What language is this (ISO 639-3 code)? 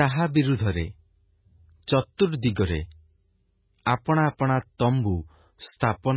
ori